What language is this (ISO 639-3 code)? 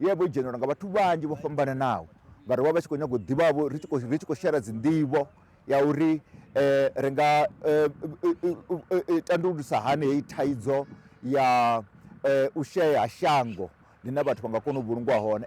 ven